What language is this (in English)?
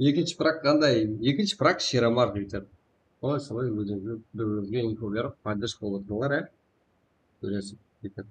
Kara-Kalpak